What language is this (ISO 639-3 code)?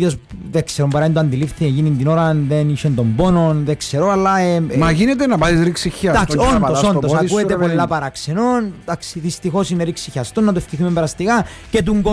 ell